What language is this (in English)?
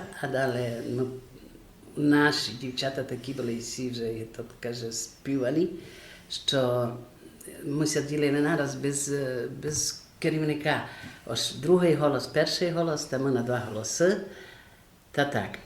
Rusyn